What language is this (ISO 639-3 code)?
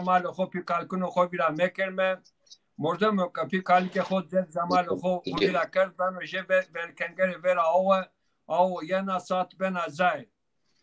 zza